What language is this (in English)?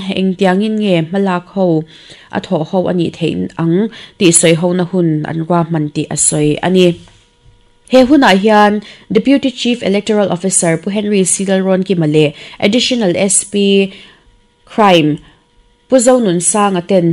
Mizo